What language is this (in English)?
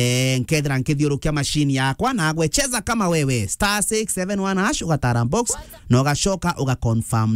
Meru